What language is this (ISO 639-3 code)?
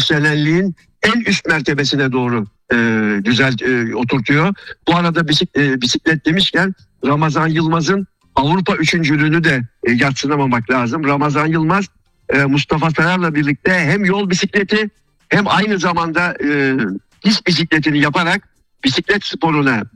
tur